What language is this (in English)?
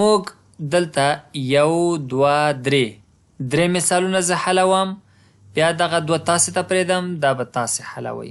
Pashto